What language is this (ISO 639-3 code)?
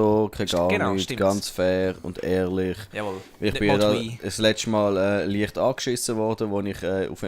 gsw